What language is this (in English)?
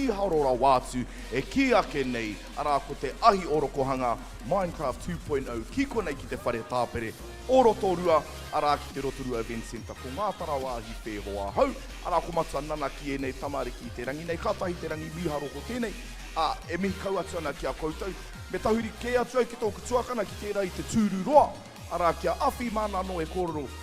Māori